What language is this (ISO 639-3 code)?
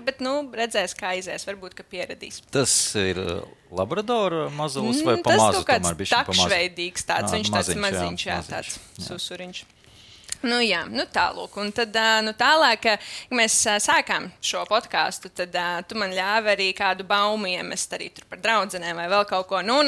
lav